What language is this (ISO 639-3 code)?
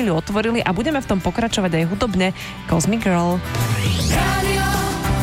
slk